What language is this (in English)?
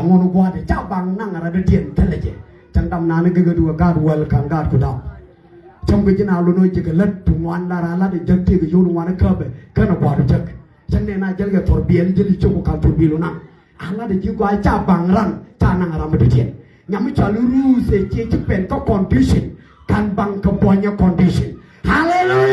Nuer